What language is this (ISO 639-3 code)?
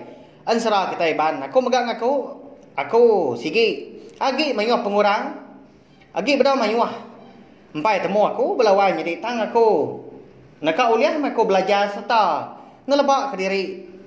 iba